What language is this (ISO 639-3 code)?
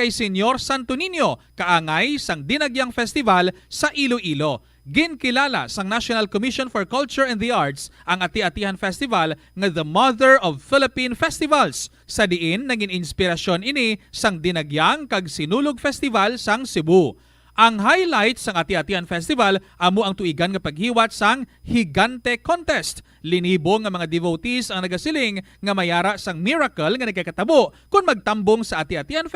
hil